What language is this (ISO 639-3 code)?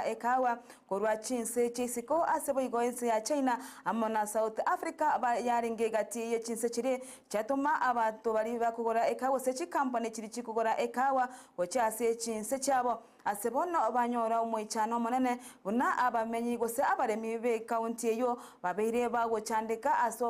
guz